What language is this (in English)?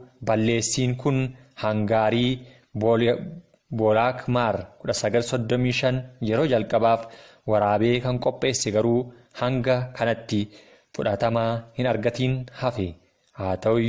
Oromo